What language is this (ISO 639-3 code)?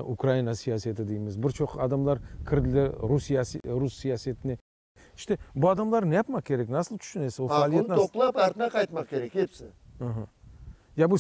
crh